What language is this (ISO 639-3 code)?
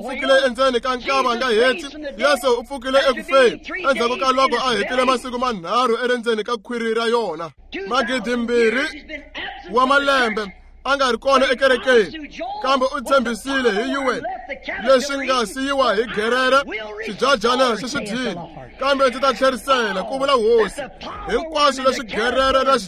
tso